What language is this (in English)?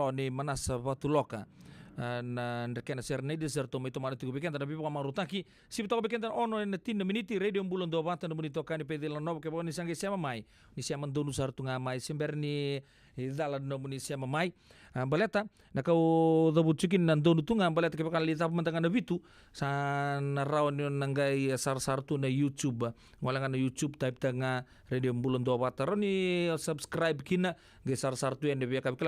Fijian